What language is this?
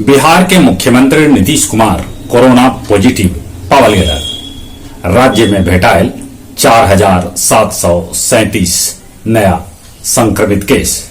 Magahi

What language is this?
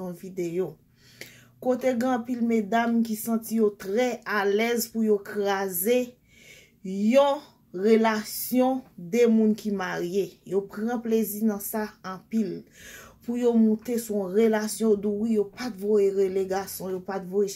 Haitian Creole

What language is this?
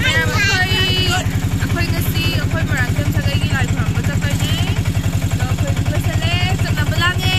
Manipuri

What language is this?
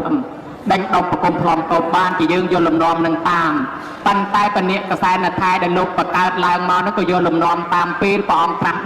Khmer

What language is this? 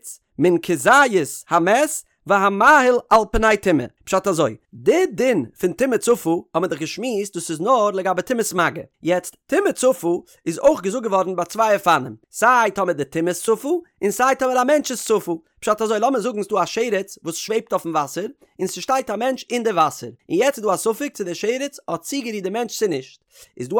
Yiddish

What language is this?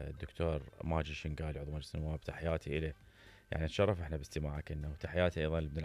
Mesopotamian Arabic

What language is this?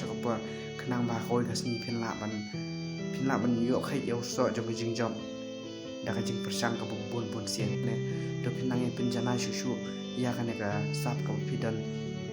Khasi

